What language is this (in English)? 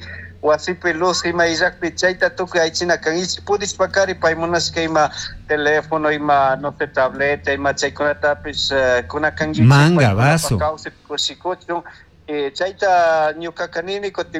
Chimborazo Highland Quichua